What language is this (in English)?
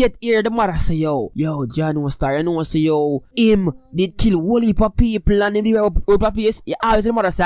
Jamaican Creole English